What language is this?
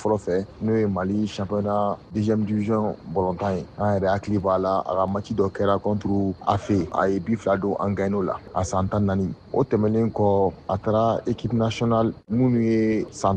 Bambara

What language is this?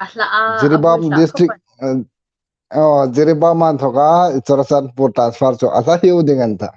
Hmar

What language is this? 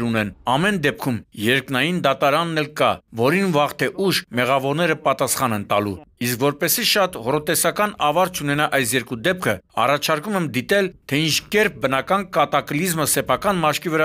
Armenian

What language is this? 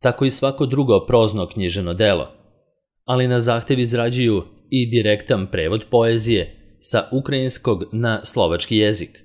Serbian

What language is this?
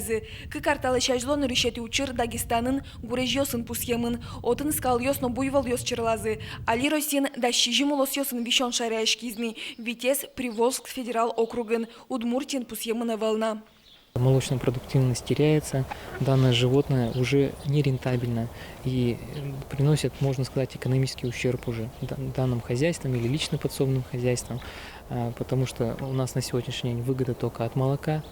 Udmurt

